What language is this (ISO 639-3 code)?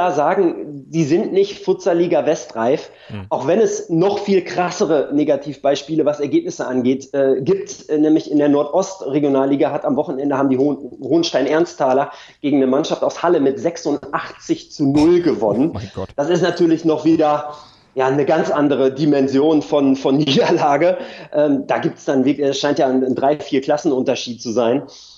deu